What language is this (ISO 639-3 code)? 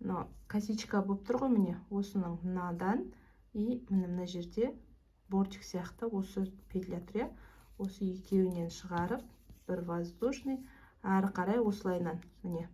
kaz